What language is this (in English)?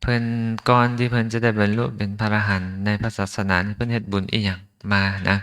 Lao